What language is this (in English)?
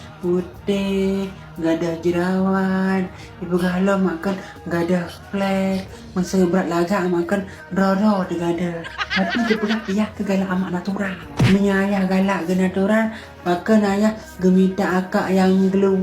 Achinese